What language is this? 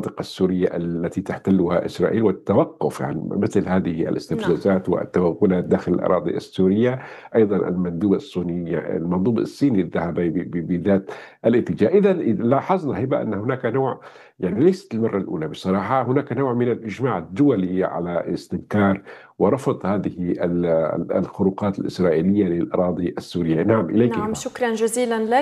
Arabic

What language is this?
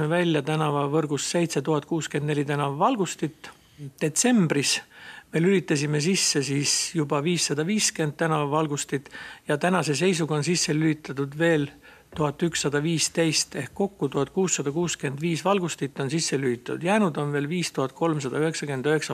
Estonian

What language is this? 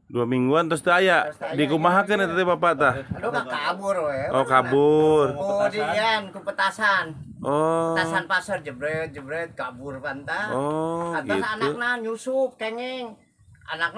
Sundanese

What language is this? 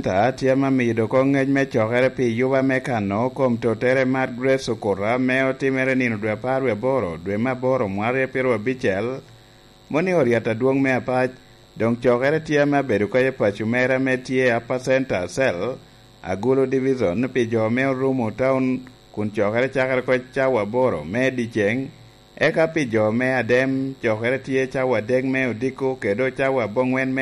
Lango (Uganda)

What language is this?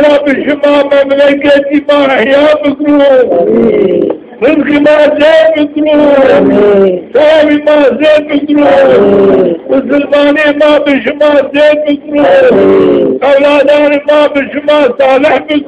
Zaza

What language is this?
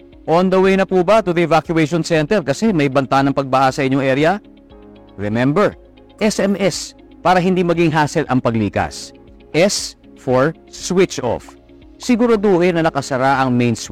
Filipino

